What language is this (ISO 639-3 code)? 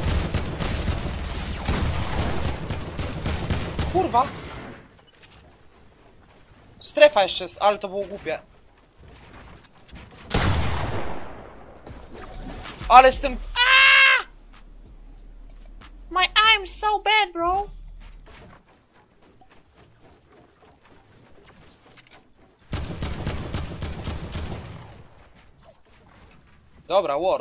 pol